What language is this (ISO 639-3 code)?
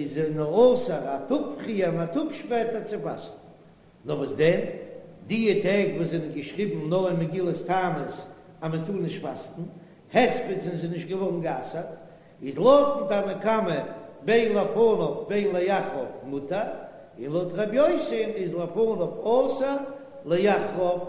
yid